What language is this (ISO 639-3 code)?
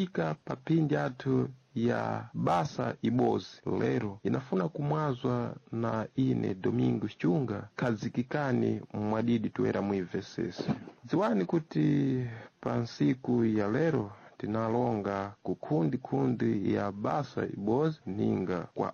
seh